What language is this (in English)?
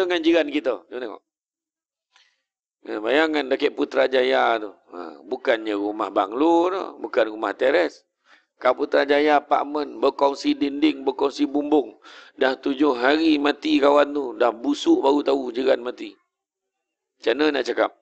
Malay